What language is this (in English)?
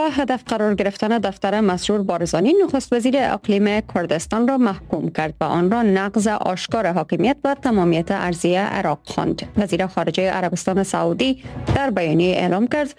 Persian